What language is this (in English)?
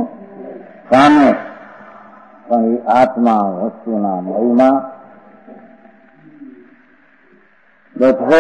Gujarati